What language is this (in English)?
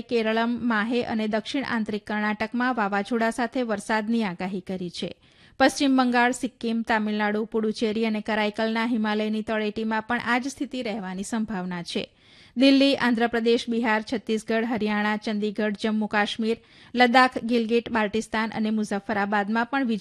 Gujarati